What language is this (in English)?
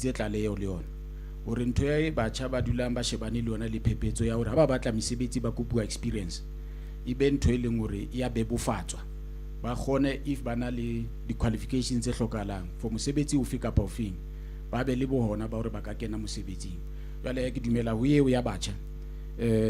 Southern Sotho